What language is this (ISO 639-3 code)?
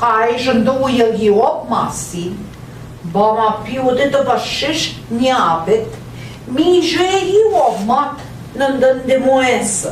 ojc